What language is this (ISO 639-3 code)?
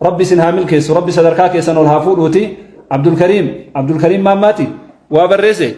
orm